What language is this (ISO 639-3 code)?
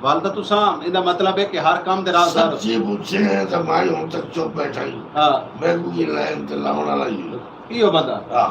skr